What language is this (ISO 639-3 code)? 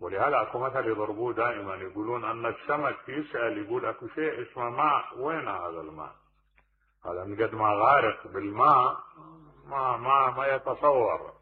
acm